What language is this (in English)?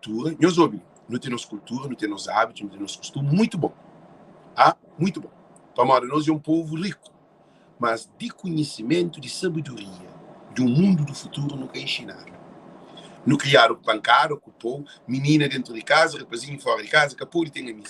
Kabuverdianu